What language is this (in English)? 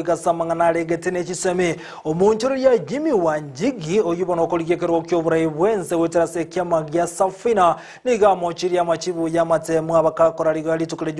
Gusii